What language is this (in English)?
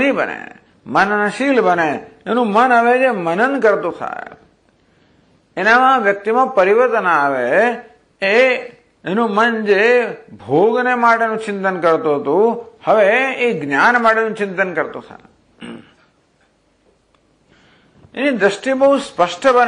Gujarati